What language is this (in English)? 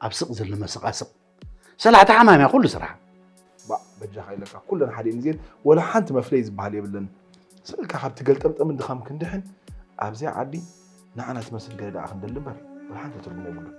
Tigrinya